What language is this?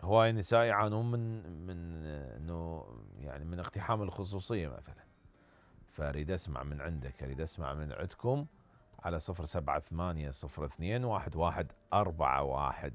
Mesopotamian Arabic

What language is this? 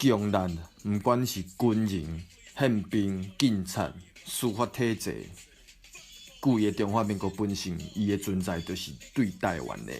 Min Nan Chinese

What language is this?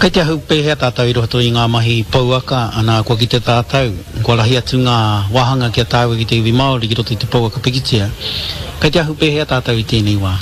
Māori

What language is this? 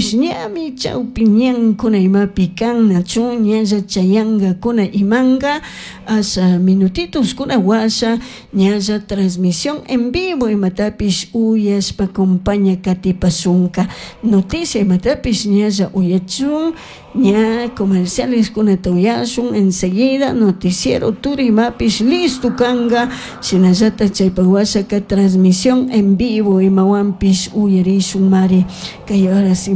Chimborazo Highland Quichua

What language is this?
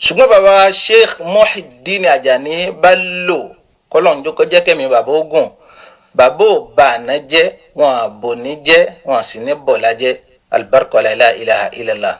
Yoruba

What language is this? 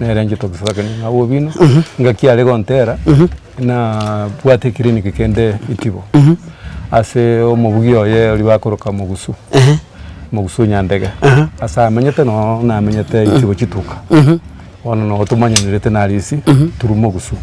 Gusii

